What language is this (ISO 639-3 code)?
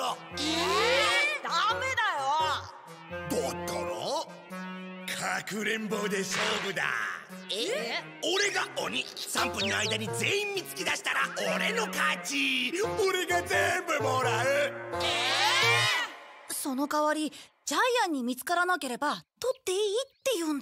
jpn